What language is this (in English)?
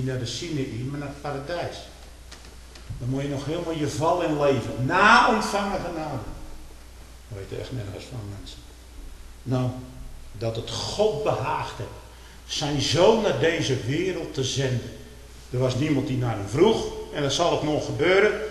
Dutch